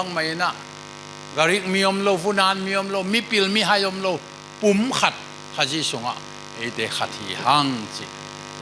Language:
Tedim Chin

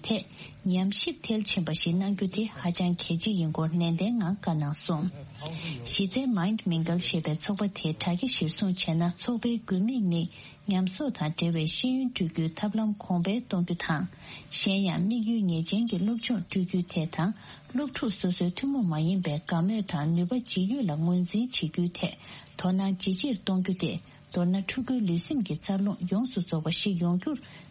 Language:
Tibetan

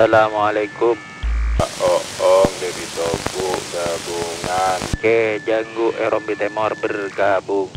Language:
Madurese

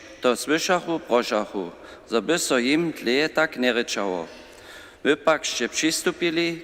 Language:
Upper Sorbian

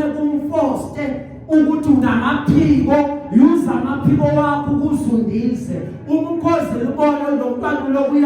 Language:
Zulu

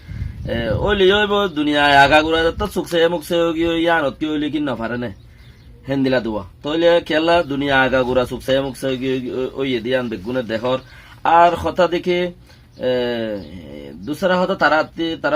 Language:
Rohingya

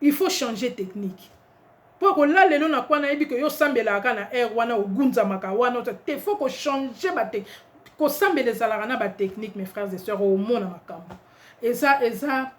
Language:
Lingala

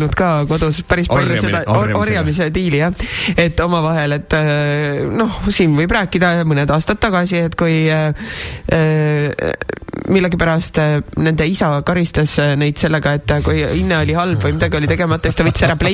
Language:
Estonian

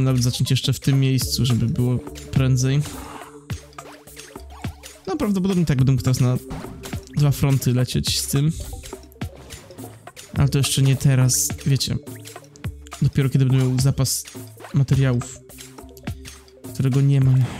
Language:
Polish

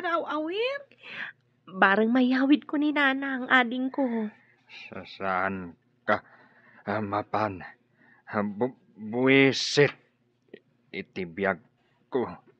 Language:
Iloko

